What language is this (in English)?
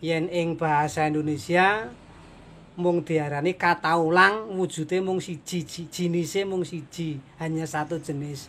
Javanese